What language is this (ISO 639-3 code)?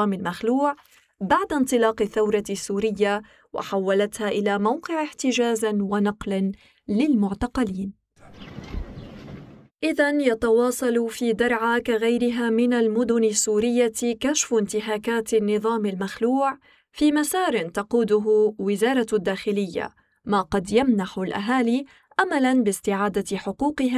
ara